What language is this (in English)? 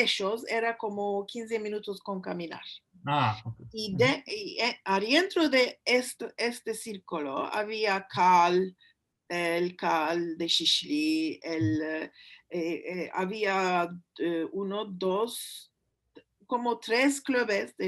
Ladino